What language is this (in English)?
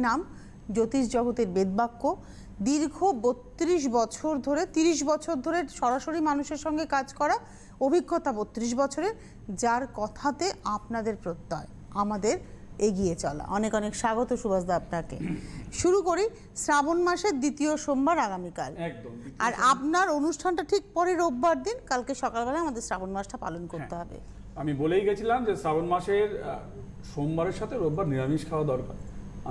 Bangla